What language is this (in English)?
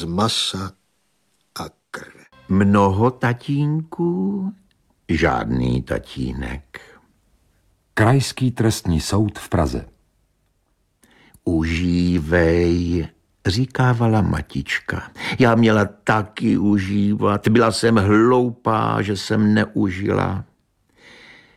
Czech